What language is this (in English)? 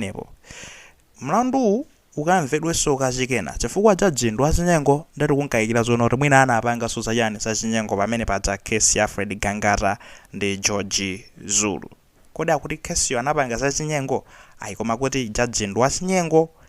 Nyanja